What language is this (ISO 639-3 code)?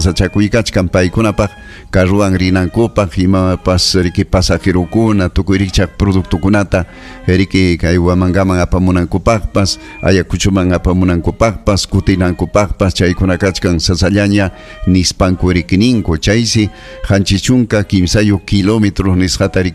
quy